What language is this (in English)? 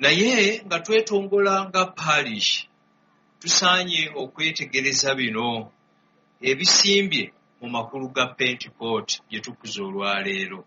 Ganda